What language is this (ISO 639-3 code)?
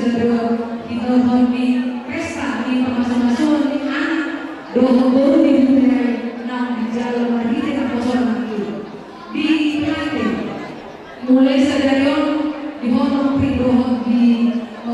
bbc